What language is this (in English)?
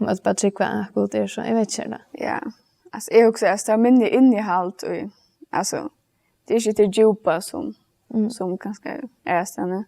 Faroese